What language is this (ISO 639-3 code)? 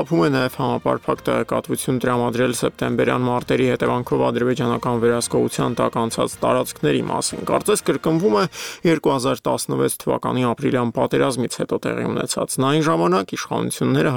hye